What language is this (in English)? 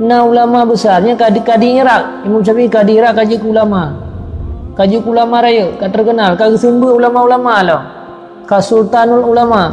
Achinese